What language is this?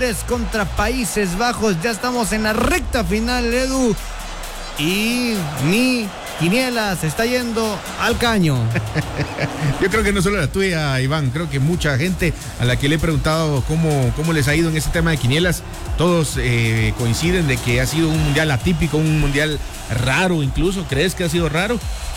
Spanish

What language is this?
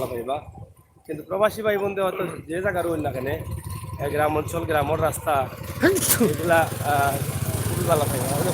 Sylheti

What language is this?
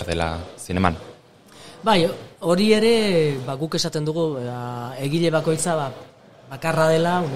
Basque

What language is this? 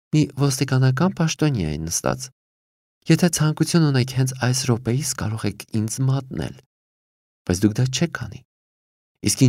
Armenian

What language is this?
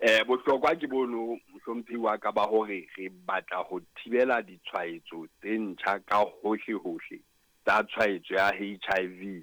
Southern Sotho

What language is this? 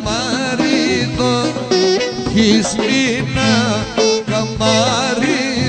Greek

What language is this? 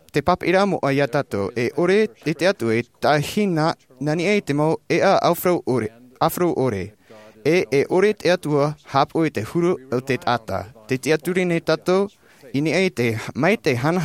Tahitian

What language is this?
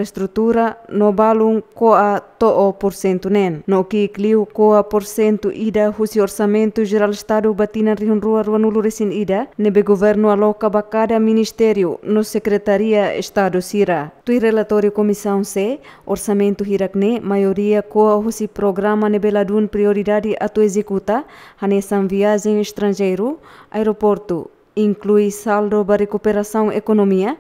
Tetum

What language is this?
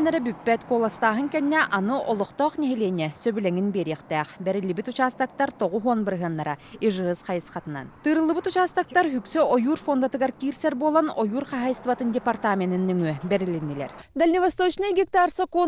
Yakut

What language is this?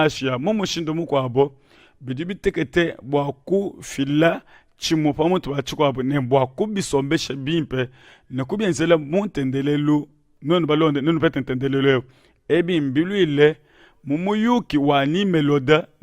Luba-Lulua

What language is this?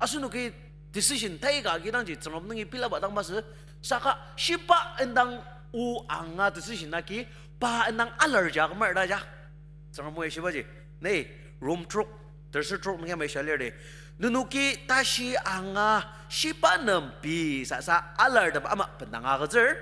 Ao Naga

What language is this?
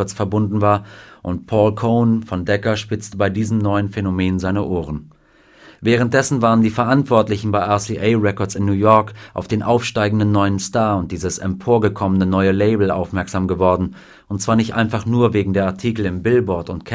German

